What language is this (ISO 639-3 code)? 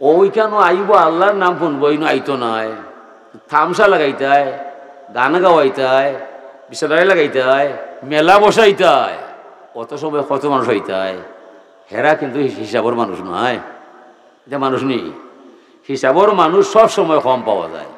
syl